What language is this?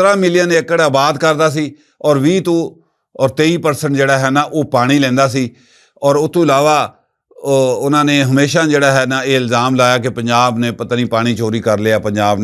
Western Panjabi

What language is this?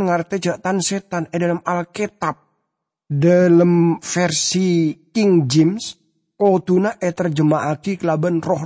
Madurese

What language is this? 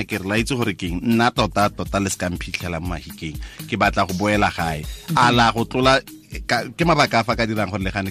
Tswana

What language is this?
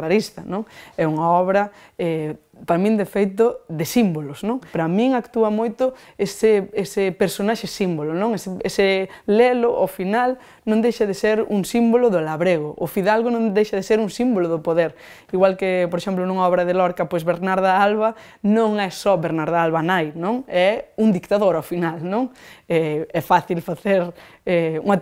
Galician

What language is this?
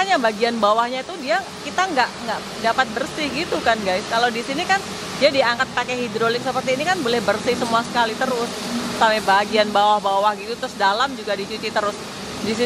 Indonesian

